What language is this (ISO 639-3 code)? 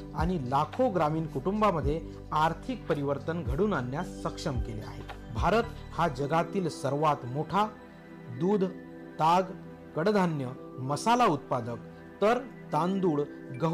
mar